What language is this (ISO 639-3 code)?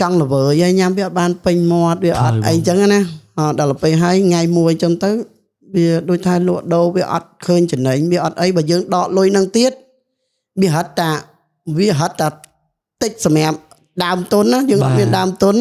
khm